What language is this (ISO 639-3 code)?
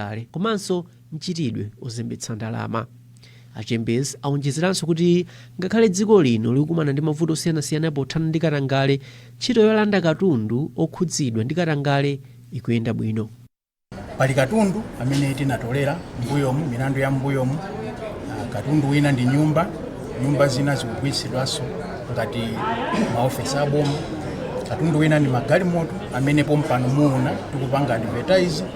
nya